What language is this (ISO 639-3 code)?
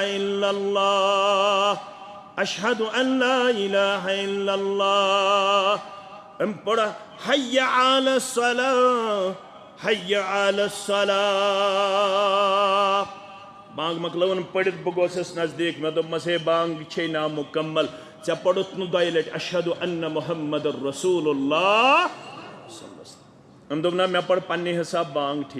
kas